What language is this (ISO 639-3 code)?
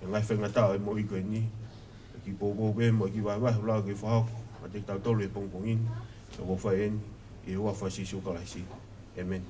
ton